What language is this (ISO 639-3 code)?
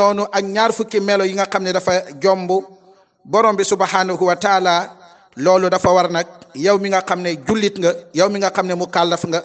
wol